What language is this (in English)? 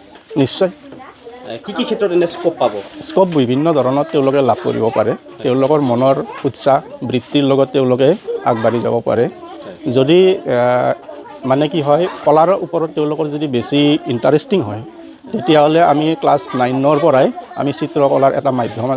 Assamese